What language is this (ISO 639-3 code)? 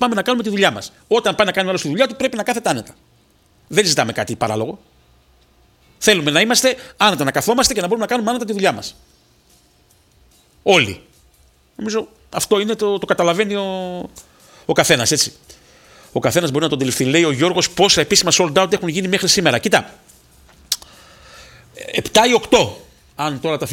ell